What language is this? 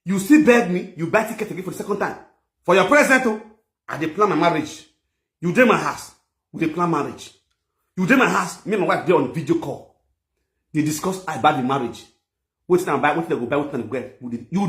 Nigerian Pidgin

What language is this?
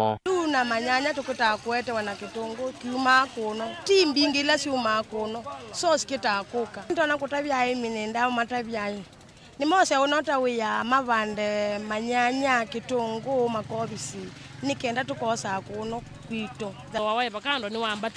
Kamba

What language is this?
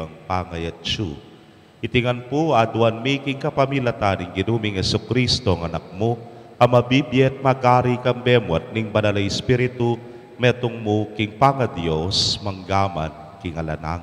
Pampanga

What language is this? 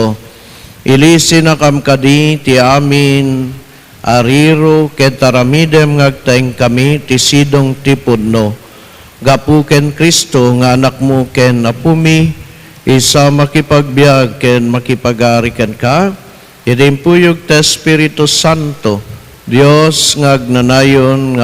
Iloko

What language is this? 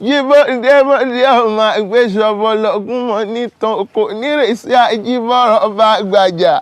Yoruba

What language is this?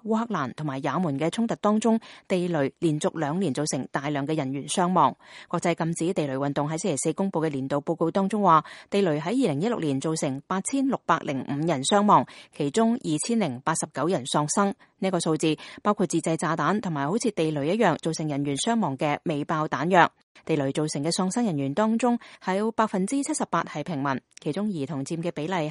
Cantonese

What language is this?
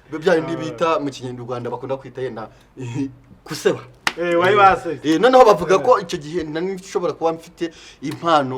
Kinyarwanda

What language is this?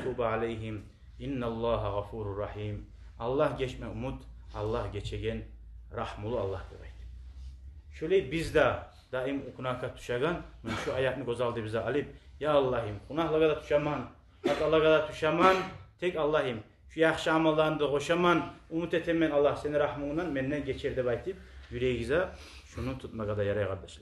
Kumyk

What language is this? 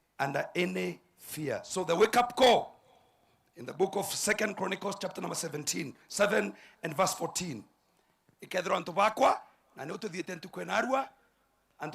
Meru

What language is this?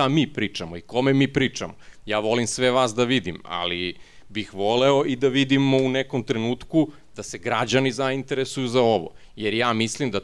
Serbian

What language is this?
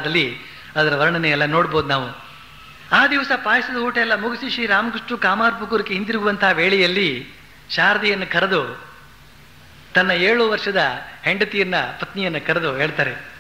Kannada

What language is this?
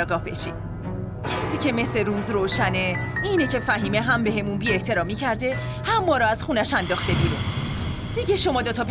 Persian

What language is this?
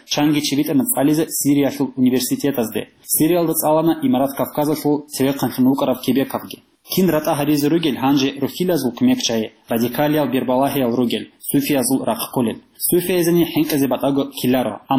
Avaric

